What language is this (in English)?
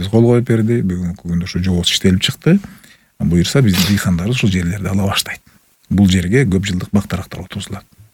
Kyrgyz